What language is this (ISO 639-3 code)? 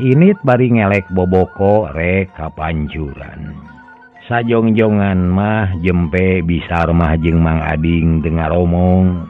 sun